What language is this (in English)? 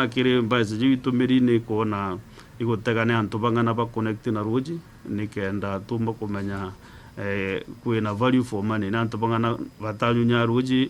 Meru